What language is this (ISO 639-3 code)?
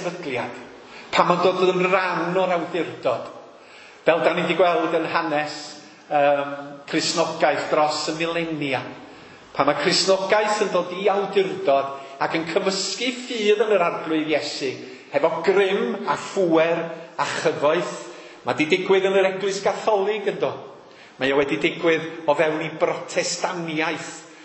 cym